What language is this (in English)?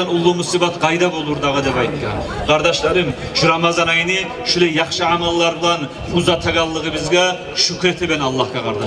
Kumyk